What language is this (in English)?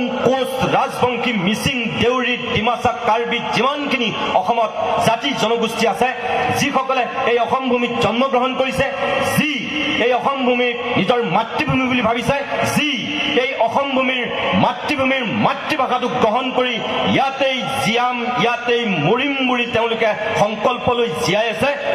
Assamese